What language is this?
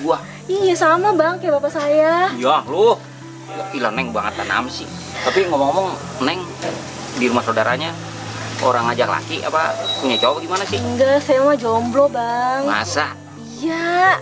Betawi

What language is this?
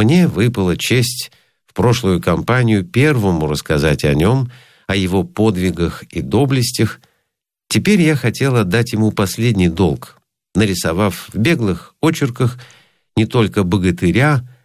Russian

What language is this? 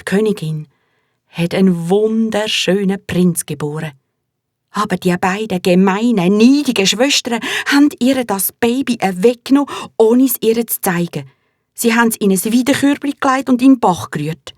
Swiss German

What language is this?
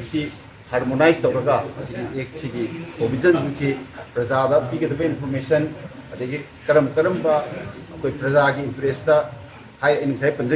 Manipuri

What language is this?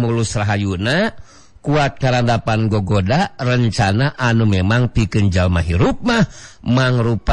Sundanese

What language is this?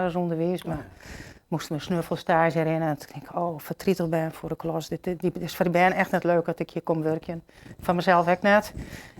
Western Frisian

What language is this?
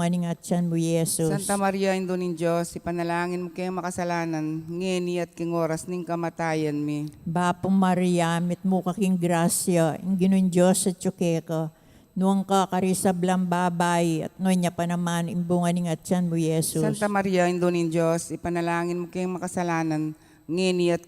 Pampanga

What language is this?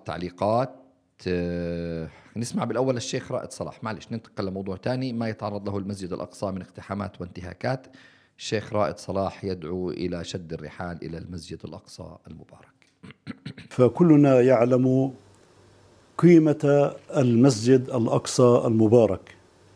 Arabic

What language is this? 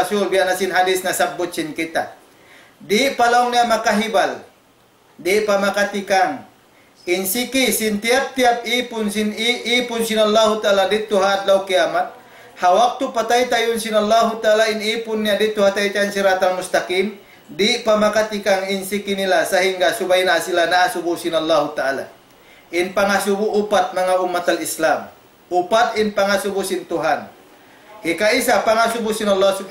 Tausug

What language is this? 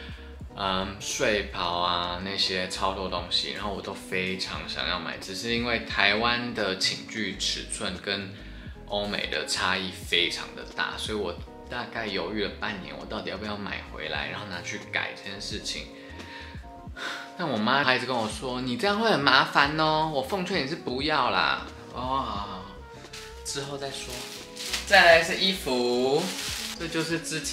Chinese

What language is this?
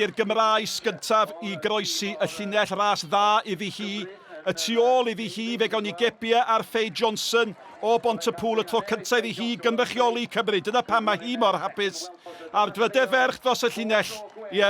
Welsh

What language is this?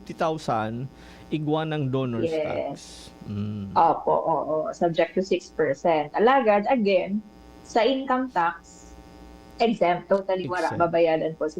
Bikol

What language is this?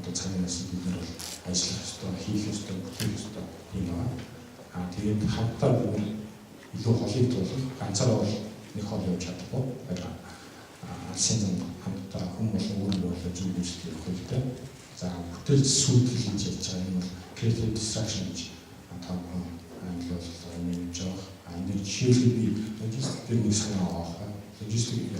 Mongolian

